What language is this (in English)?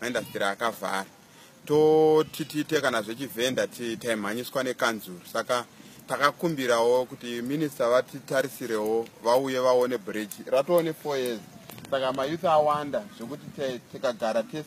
Shona